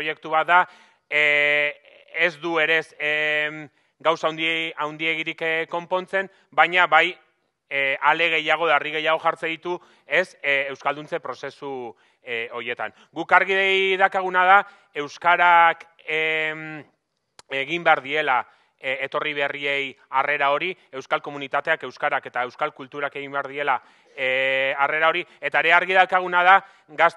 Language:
Basque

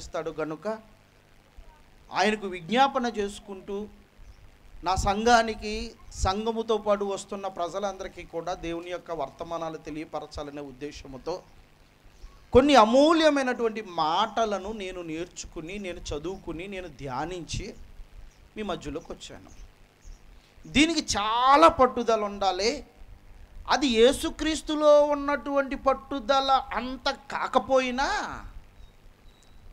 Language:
Telugu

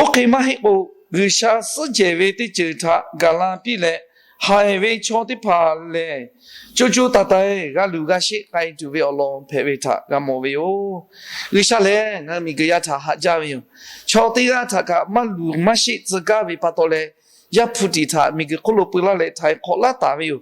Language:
Lahu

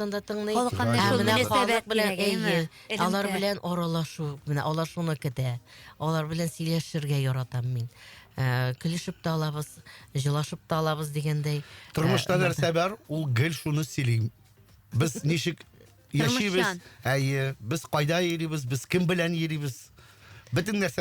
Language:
Tatar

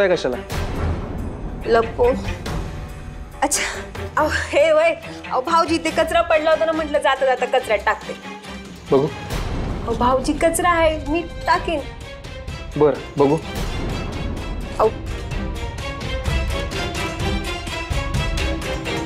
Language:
Marathi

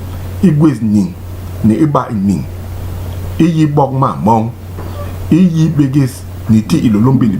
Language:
Basaa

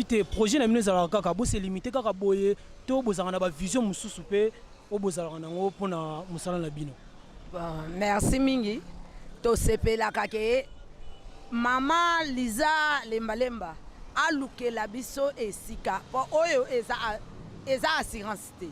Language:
Lingala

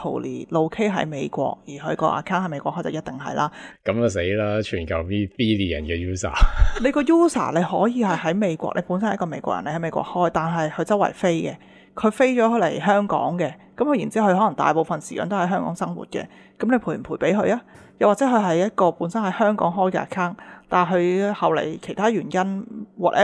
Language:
Cantonese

